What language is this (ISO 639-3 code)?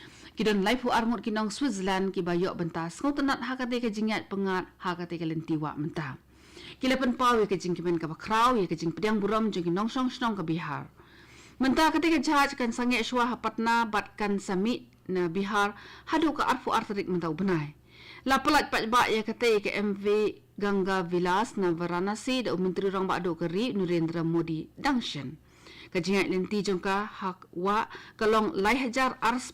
kha